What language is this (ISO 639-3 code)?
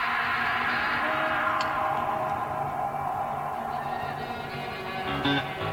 eng